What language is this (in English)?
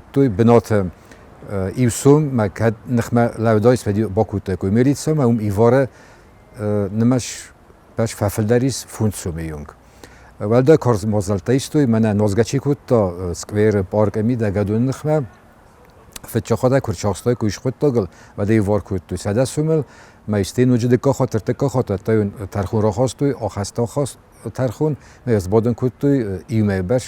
Ossetic